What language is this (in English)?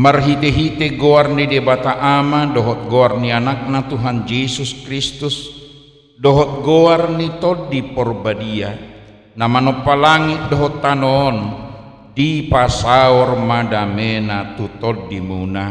Batak Toba